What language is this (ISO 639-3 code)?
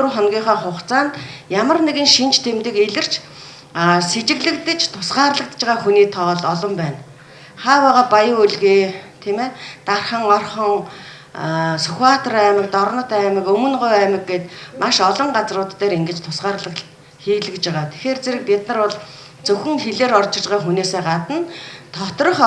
mon